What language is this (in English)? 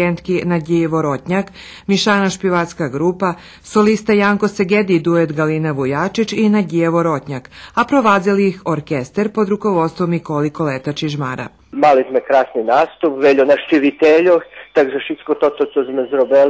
Rusyn